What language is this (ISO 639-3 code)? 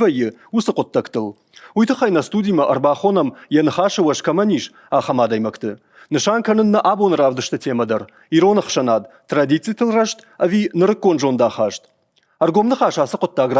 oss